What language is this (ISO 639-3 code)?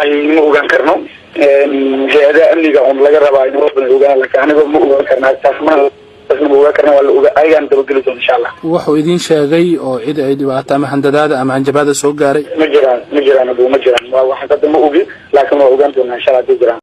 som